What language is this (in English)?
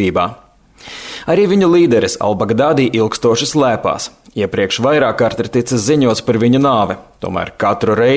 Latvian